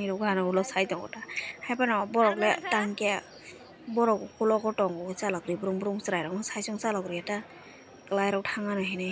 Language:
Kok Borok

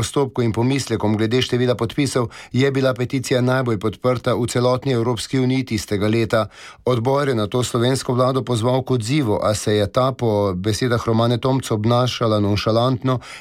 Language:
Slovenian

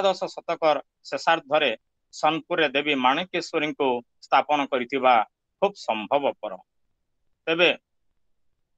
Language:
Odia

